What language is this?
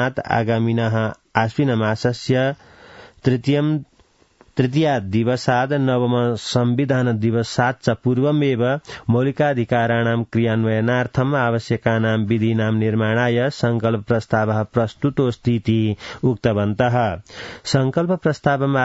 Sanskrit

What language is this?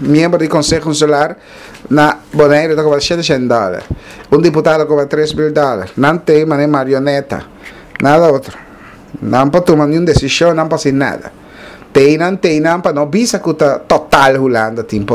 Papiamento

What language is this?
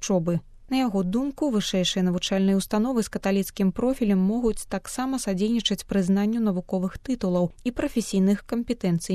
Belarusian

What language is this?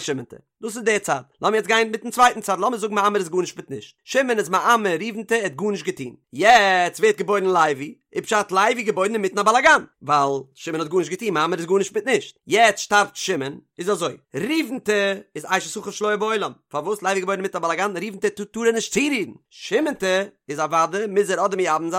Yiddish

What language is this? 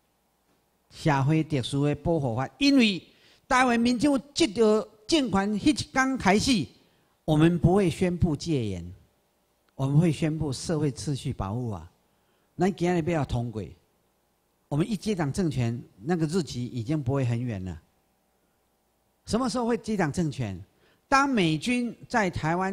Chinese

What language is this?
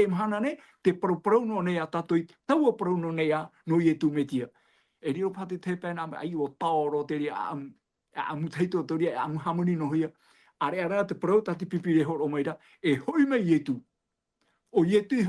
Tahitian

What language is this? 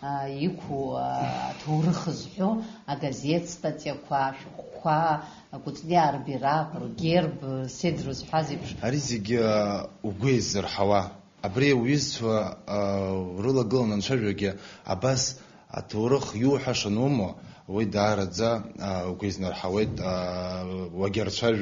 Abkhazian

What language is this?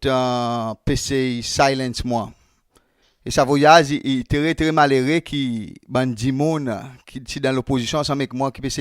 Seselwa Creole French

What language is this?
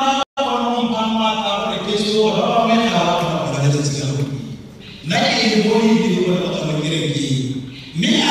Tswana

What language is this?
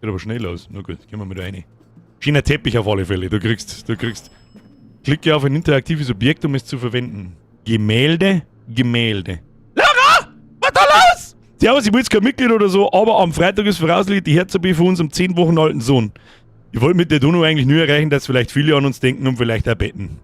Bavarian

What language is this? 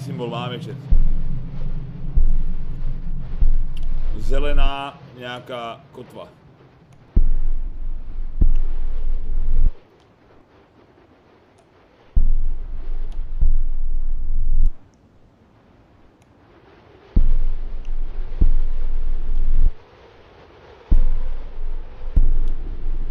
Slovak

